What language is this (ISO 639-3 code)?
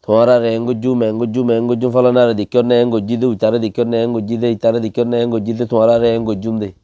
rhg